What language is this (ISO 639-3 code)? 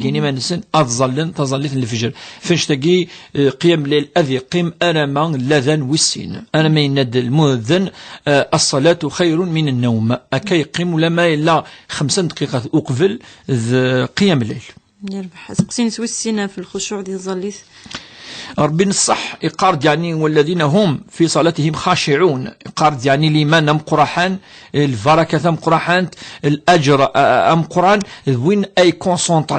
kab